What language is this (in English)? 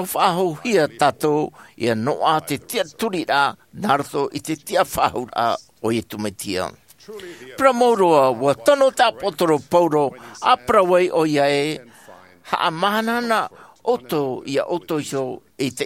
Tahitian